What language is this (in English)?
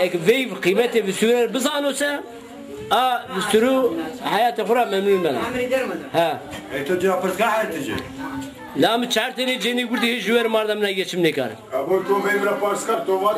Zaza